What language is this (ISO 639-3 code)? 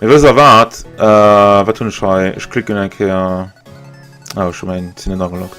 ltz